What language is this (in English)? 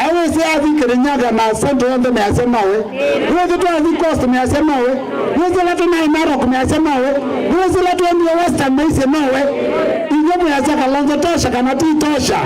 Kamba